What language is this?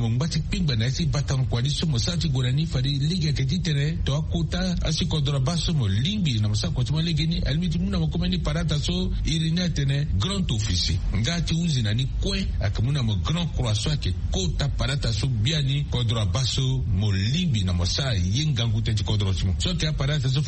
Sango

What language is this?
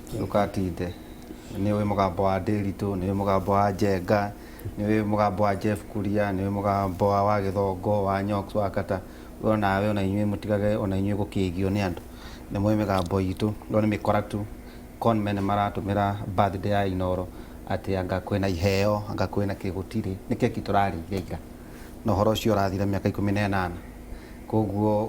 Kikuyu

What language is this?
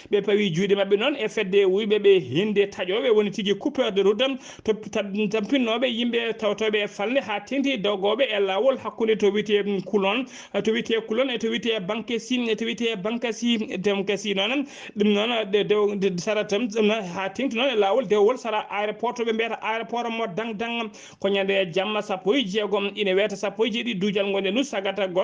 Fula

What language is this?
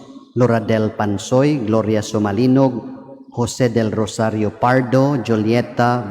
Cebuano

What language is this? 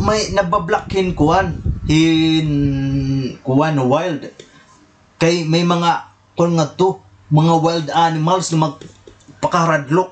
Waray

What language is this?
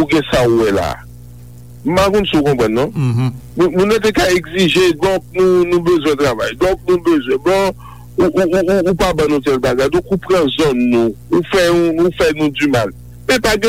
Haitian Creole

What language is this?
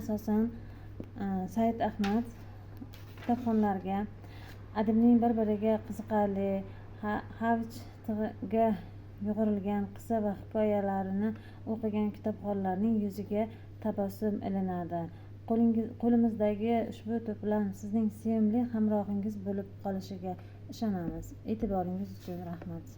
Uzbek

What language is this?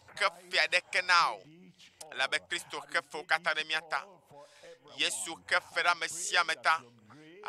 Ewe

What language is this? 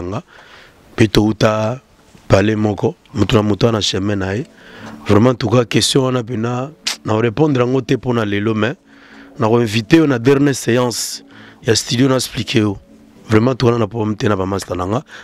Lingala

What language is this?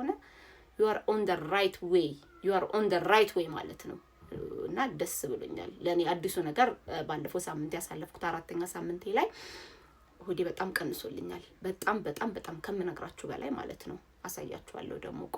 Amharic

